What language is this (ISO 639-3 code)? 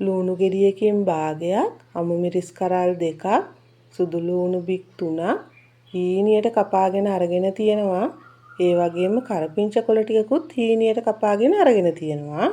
sin